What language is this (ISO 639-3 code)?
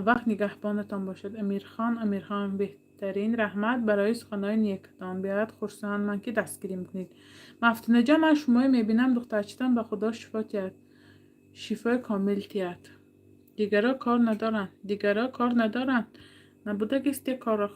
tgk